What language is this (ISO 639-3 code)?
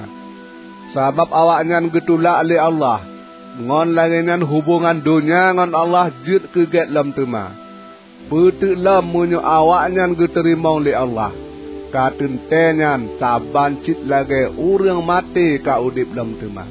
ace